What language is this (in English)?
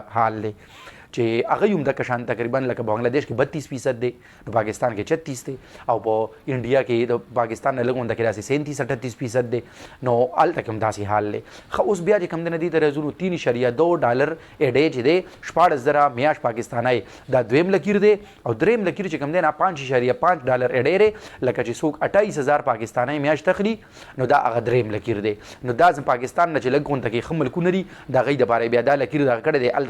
Pashto